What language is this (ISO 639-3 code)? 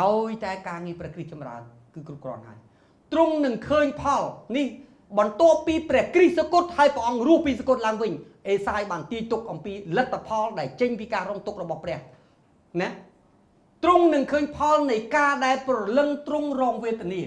khm